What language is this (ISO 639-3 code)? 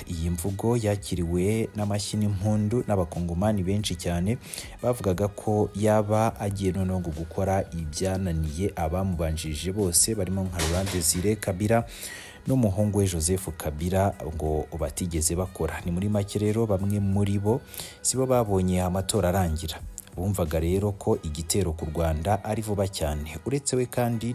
kin